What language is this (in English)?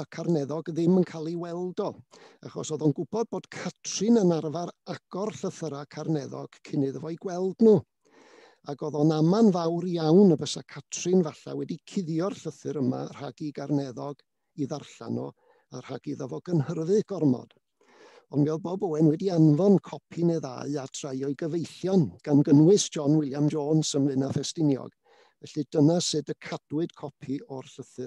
Welsh